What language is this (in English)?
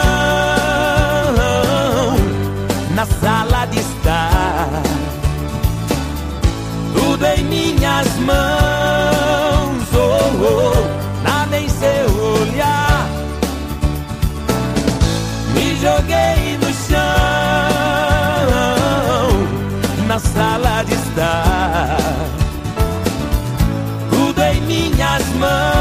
Portuguese